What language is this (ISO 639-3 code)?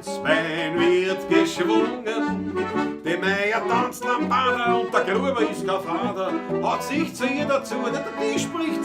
bar